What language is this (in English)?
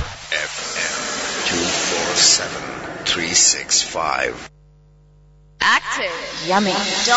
Urdu